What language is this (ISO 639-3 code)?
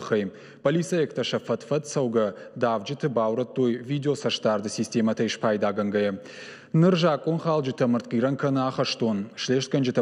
oss